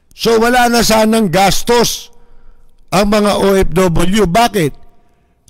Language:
Filipino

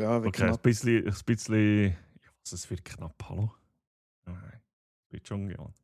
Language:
Swiss German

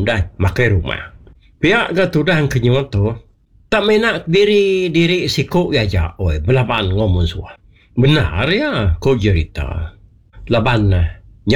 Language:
Iban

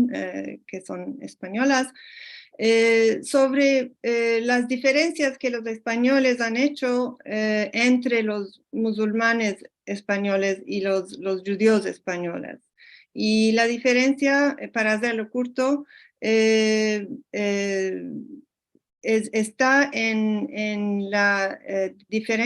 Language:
Ladino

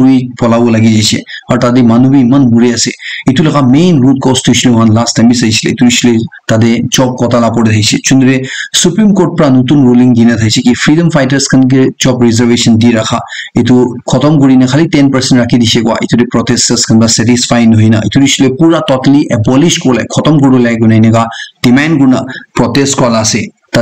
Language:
Naga Pidgin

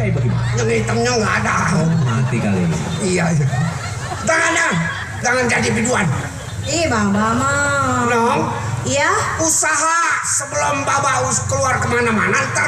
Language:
Betawi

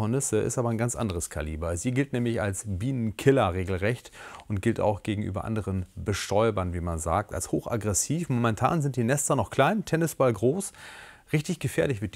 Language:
German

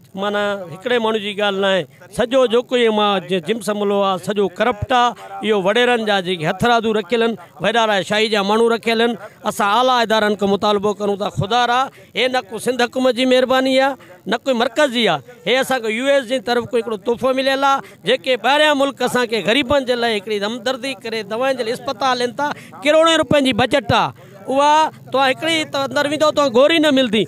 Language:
Sindhi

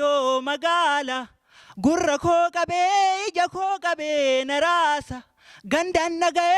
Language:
Oromo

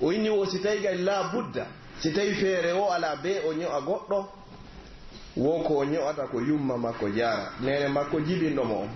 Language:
Pular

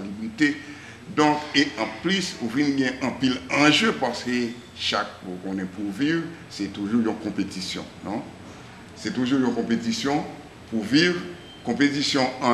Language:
Haitian Creole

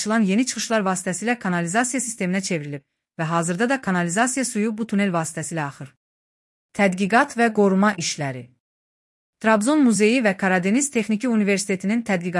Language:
Azerbaijani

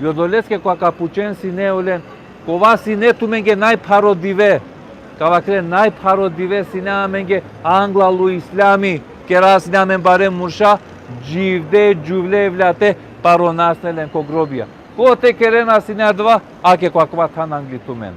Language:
Balkan Romani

